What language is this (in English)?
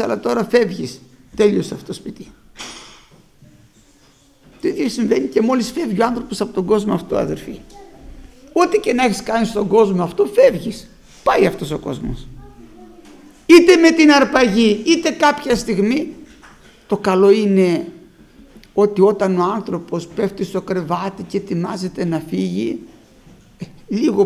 Greek